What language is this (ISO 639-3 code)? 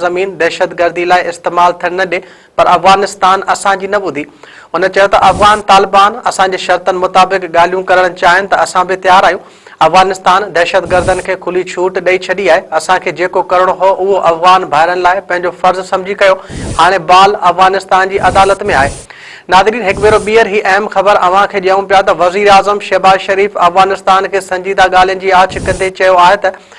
snd